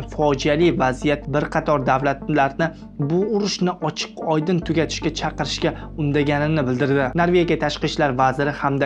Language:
Uzbek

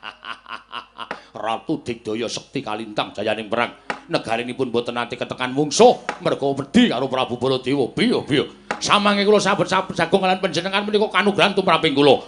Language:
Javanese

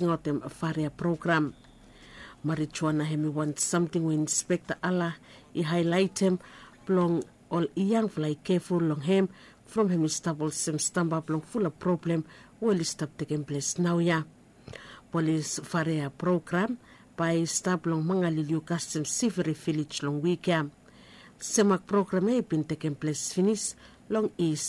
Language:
Bislama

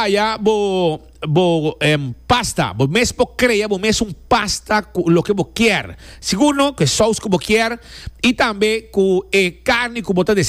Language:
Papiamento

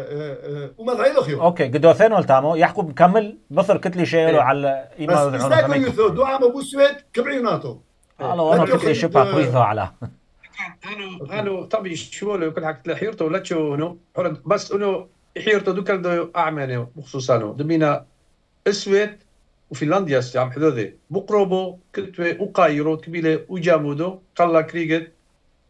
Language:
Turoyo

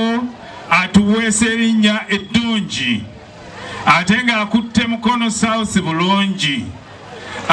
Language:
Ganda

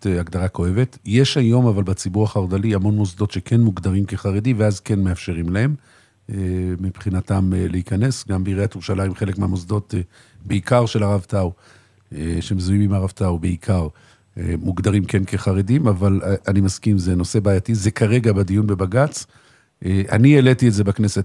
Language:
Hebrew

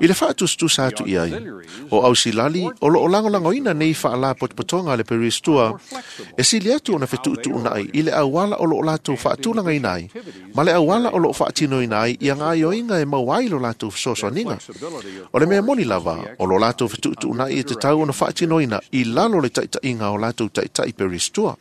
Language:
Samoan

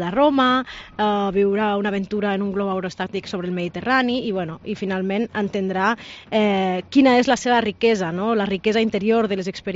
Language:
Catalan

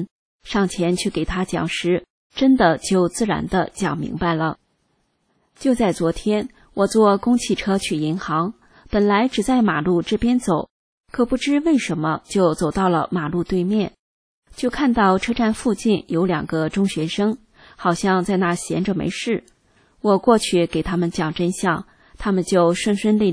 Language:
Chinese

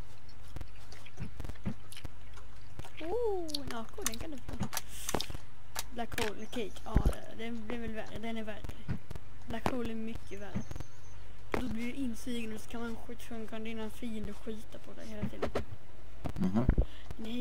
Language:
Swedish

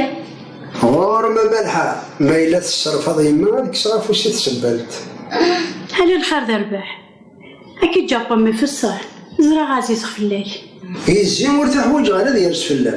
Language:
Kabyle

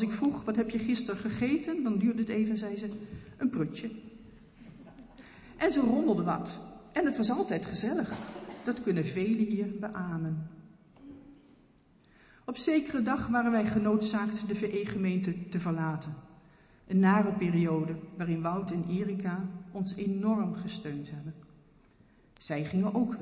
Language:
Dutch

